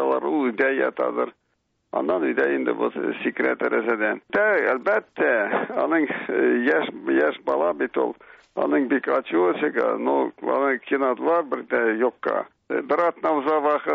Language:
Tatar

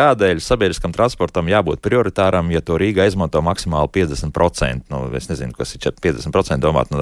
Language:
Latvian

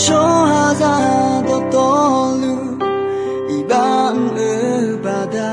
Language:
Akha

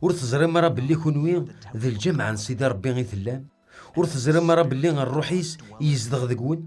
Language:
Kabyle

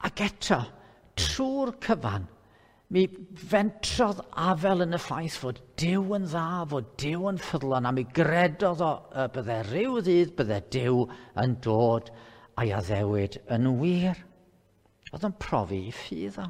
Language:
Welsh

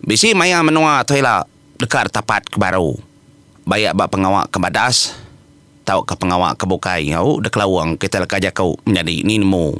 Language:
Iban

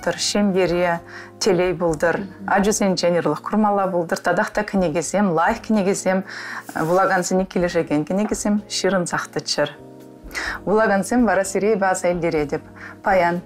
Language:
Chuvash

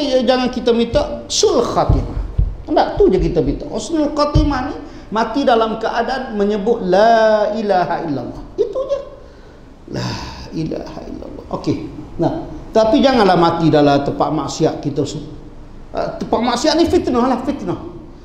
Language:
Malay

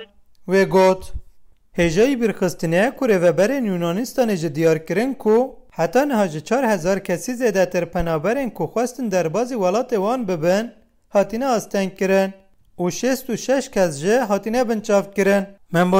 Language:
Kurdish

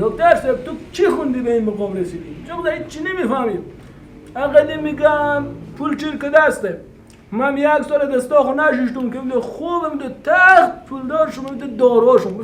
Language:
Persian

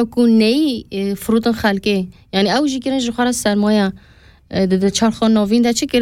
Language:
Kurdish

